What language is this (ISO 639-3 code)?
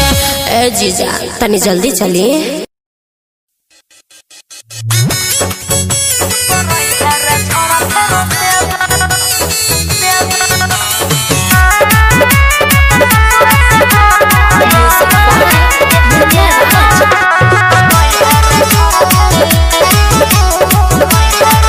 bho